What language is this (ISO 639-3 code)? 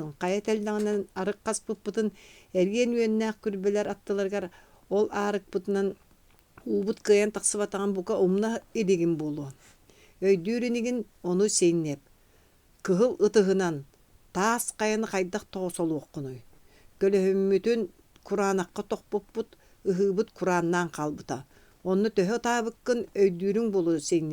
sah